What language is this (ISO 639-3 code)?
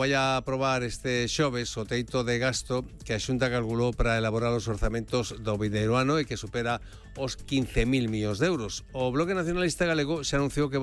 glg